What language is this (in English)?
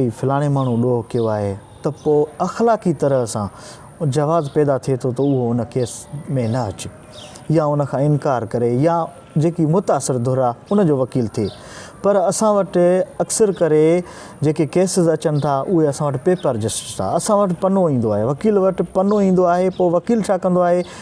Sindhi